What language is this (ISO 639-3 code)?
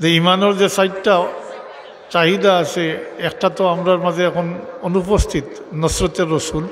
syl